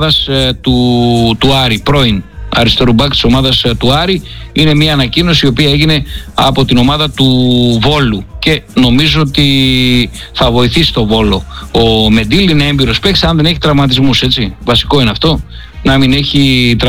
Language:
Greek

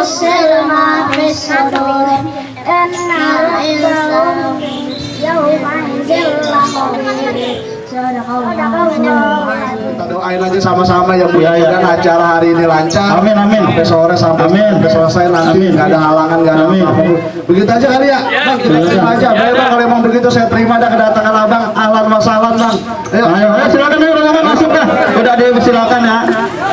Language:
Betawi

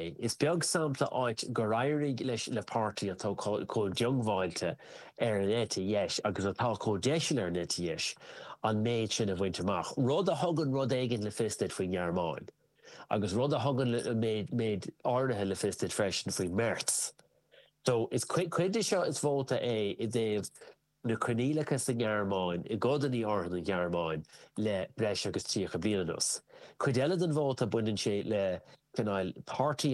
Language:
Irish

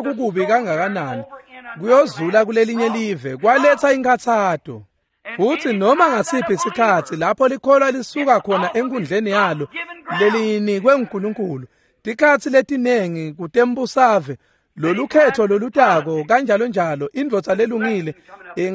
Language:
Swati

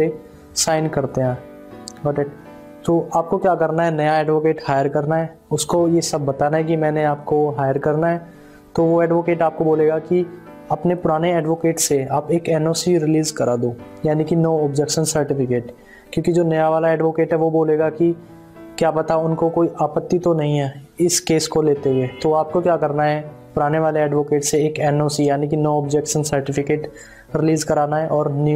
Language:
Hindi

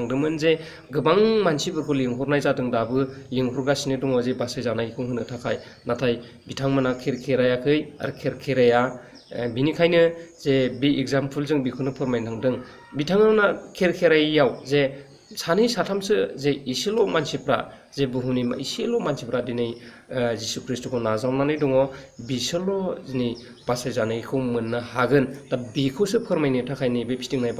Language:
Bodo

